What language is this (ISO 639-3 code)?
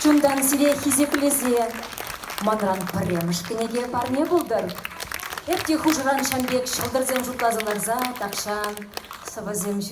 chv